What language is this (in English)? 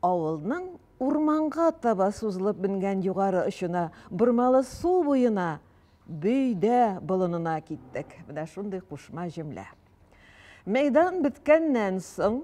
Tatar